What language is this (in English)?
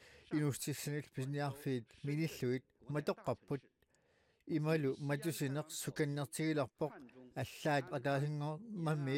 Kalaallisut